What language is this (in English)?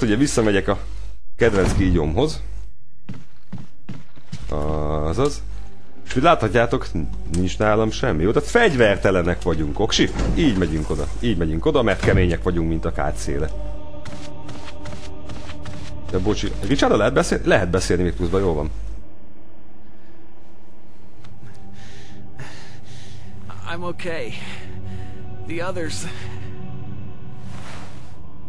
Hungarian